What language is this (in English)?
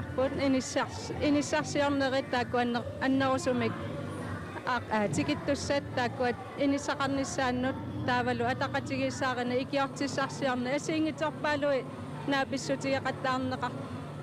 Kalaallisut